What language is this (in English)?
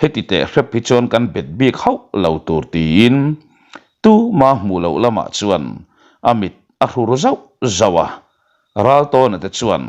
Mizo